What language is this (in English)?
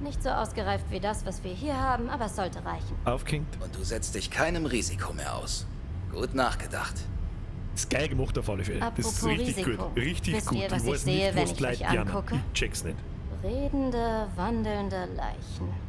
Bavarian